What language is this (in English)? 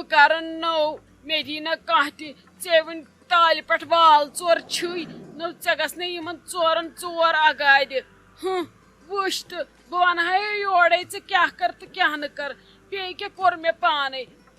Kashmiri